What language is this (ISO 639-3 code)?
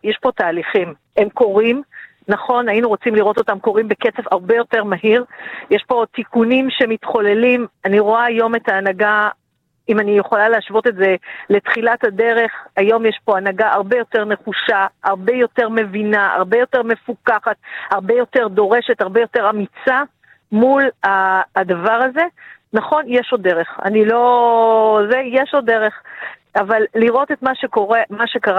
heb